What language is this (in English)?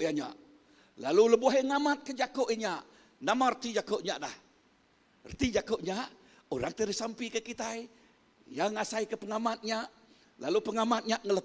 Iban